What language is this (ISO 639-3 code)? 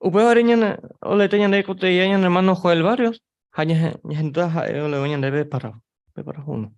grn